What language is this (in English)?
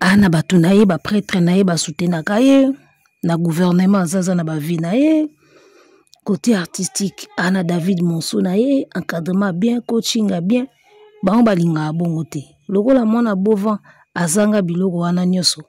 Lingala